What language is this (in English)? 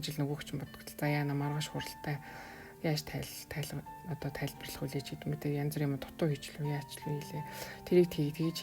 Mongolian